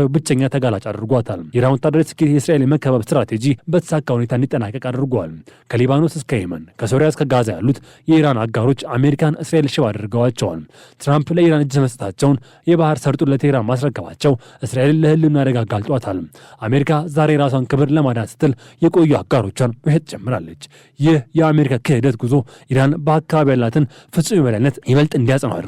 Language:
Amharic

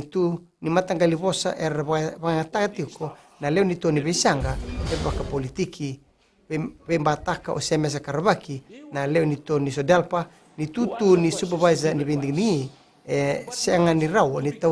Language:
Fijian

